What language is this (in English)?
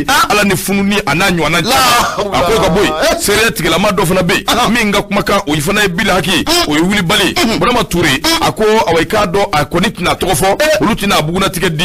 Bambara